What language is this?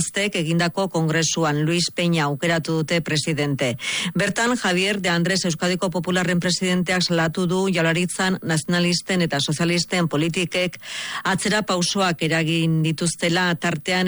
Basque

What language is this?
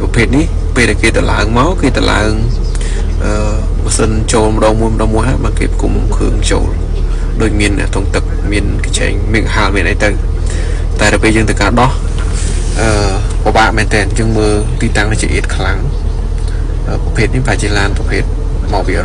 Khmer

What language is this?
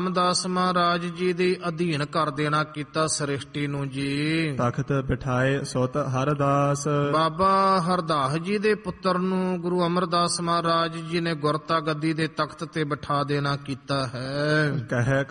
Punjabi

